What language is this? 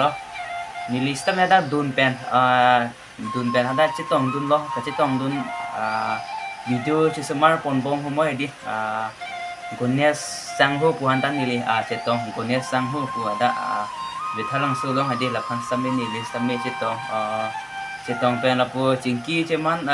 Karbi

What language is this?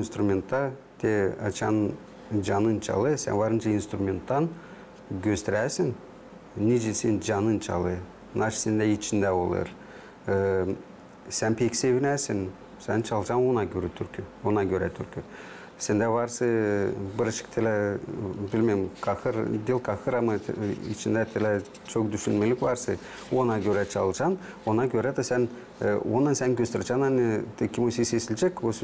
Gagauz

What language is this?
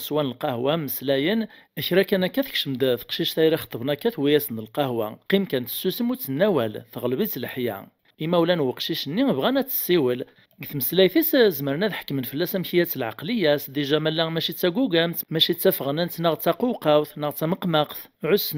Kabyle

